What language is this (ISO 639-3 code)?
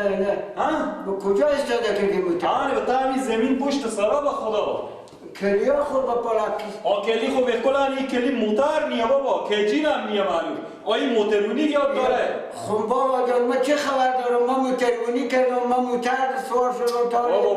fas